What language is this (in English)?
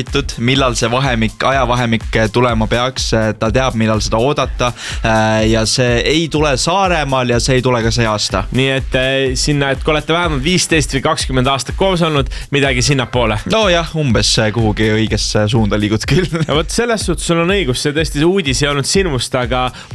Estonian